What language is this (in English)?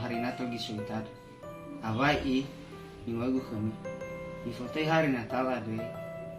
Nias